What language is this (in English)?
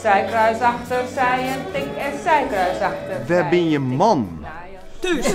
Western Frisian